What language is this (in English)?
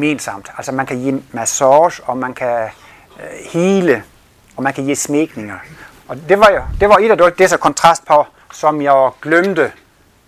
Danish